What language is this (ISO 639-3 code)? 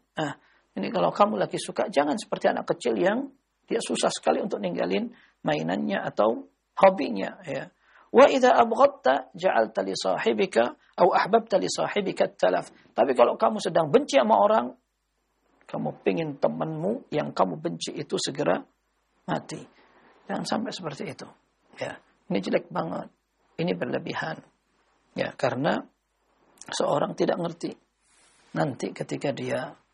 ind